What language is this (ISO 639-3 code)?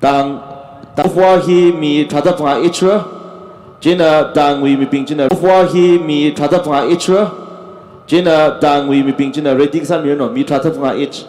nmf